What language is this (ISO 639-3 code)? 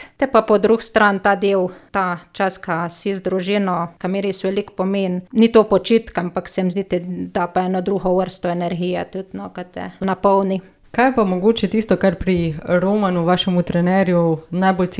slv